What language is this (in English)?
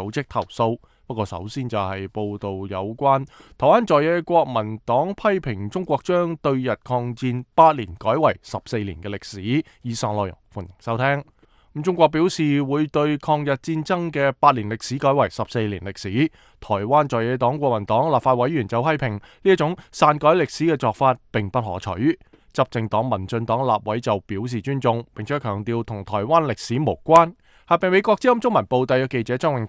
Cantonese